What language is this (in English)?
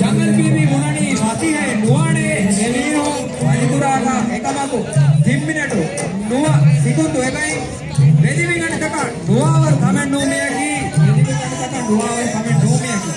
Divehi